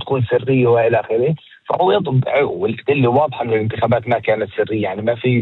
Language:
North Levantine Arabic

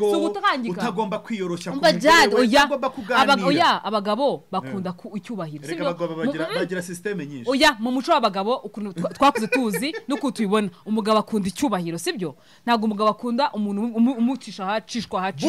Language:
Kinyarwanda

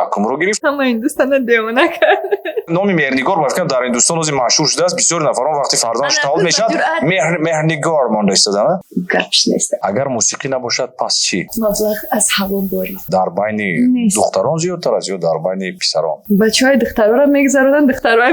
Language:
Tajik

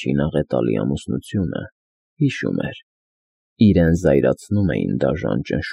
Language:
Armenian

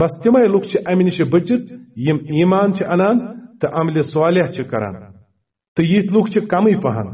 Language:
Kashmiri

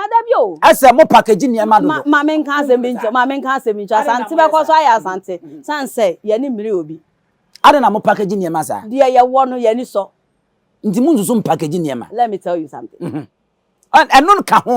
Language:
Akan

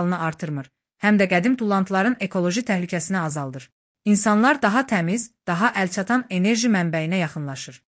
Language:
Azerbaijani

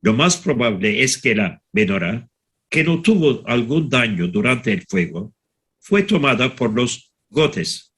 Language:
Ladino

